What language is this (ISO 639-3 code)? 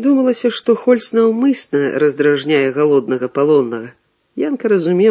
bel